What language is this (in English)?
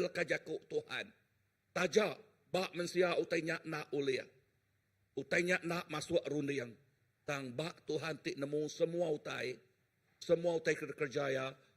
Iban